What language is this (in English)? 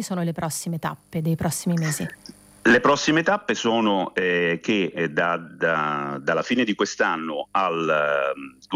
Italian